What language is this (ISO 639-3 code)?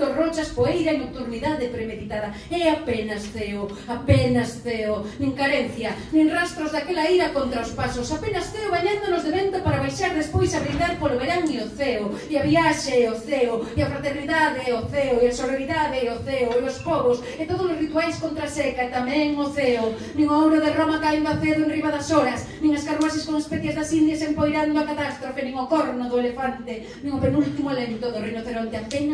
glg